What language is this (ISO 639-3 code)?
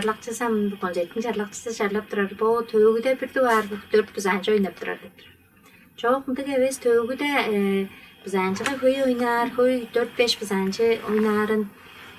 tyv